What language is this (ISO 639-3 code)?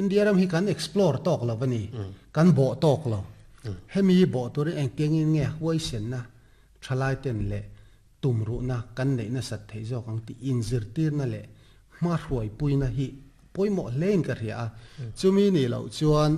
lus